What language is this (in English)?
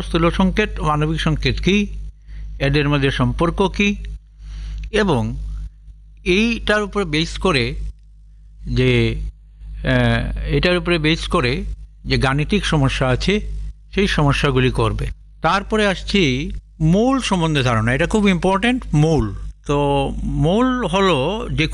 Bangla